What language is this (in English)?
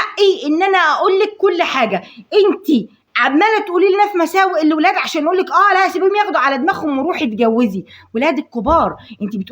Egyptian Arabic